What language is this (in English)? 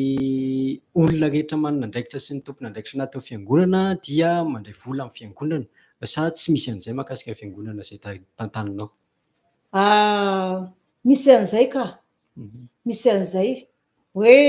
Malagasy